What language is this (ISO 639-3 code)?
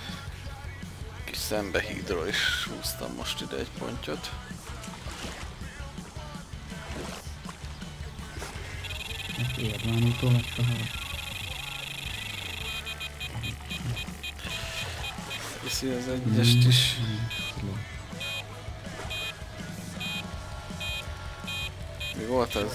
hun